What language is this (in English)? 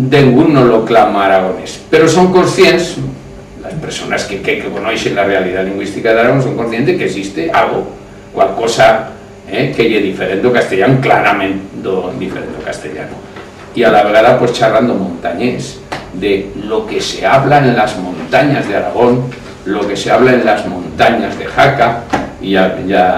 Aragonese